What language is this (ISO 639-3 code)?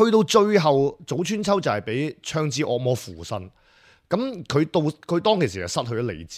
yue